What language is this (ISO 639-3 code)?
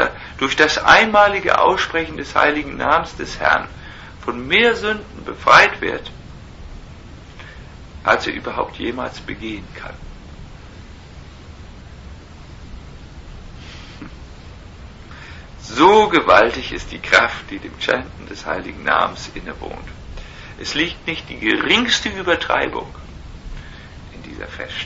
deu